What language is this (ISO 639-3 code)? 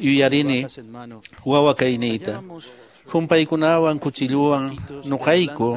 que